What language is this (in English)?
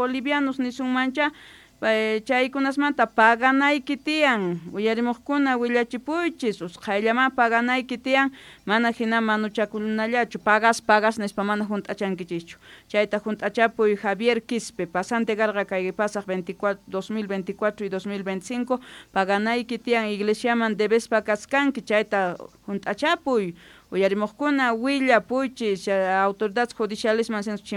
South Bolivian Quechua